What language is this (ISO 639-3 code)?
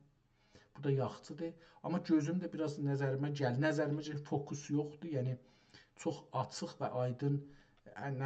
azb